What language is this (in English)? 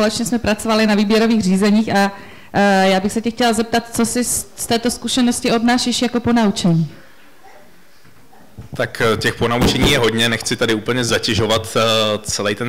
Czech